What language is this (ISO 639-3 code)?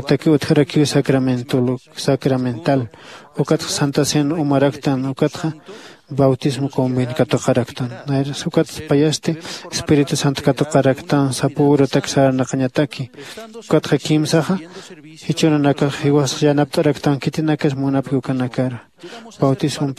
aym